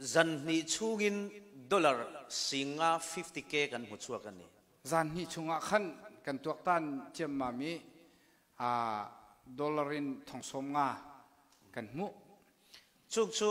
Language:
Falam Chin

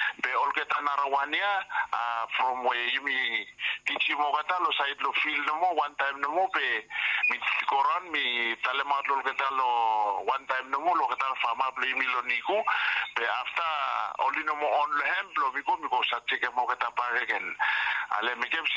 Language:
Bislama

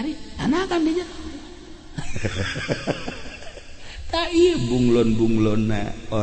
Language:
Sundanese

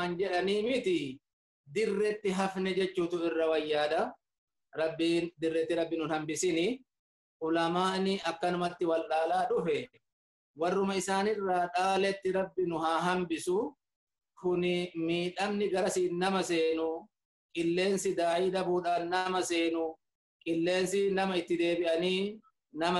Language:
Oromo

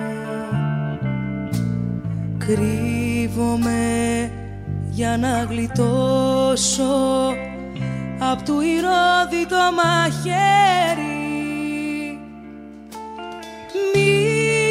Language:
Greek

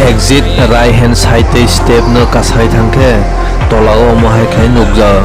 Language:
Kok Borok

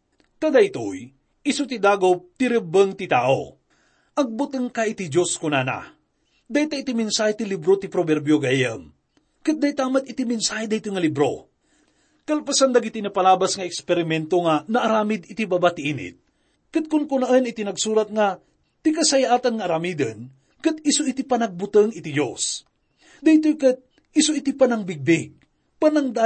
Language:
Iloko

